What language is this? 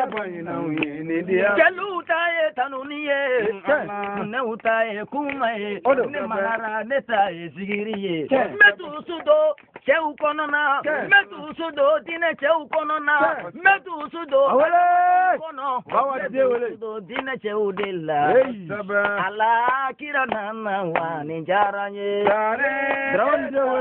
Bambara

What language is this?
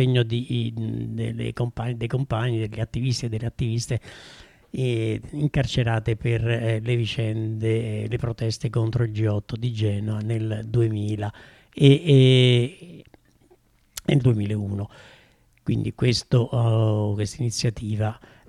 Italian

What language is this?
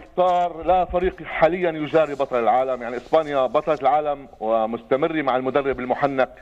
North Levantine Arabic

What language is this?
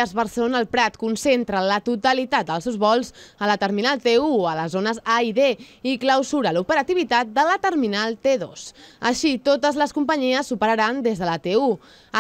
Catalan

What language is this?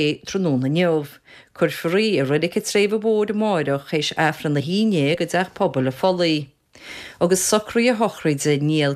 Irish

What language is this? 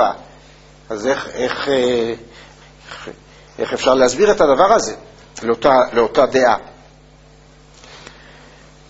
Hebrew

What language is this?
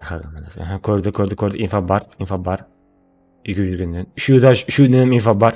Kara-Kalpak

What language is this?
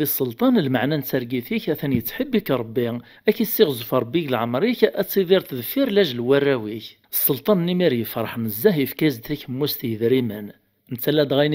Kabyle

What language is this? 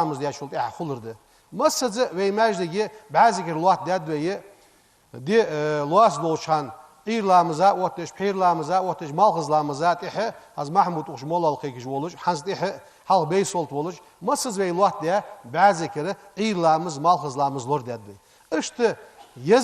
Ingush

